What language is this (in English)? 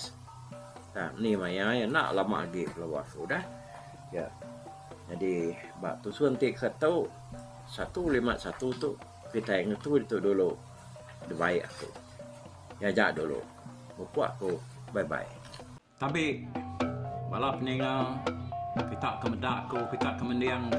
Iban